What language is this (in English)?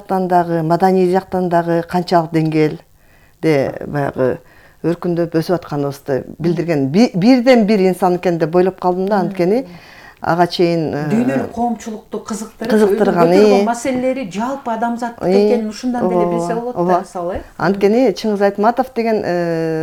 Kyrgyz